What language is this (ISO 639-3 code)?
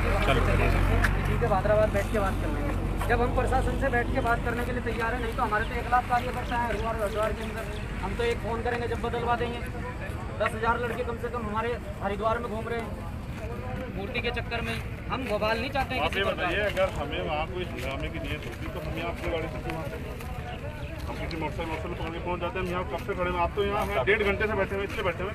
hin